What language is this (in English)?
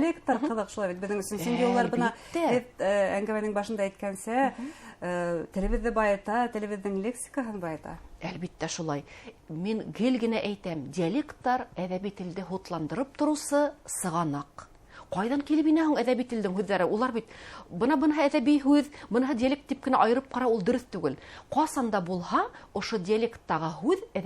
Bashkir